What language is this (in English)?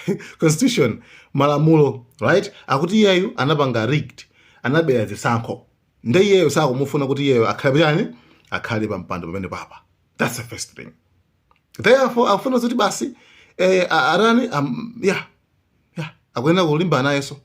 Nyanja